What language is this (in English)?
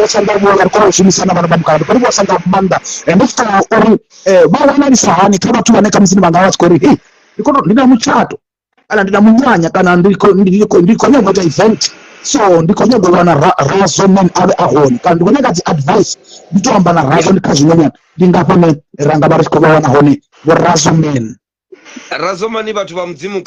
Venda